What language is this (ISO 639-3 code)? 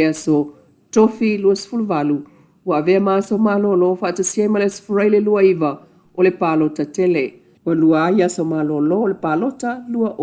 smo